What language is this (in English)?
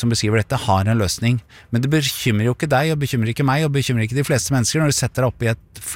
Norwegian